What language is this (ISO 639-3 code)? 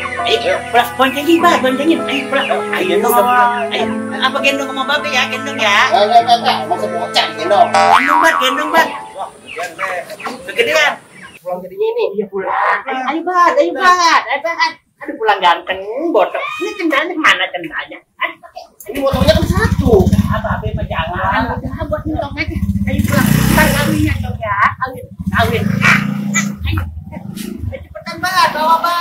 bew